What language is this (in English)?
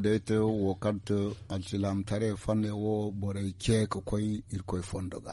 Zarma